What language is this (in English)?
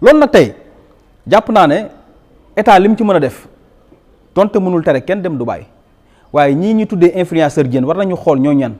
Wolof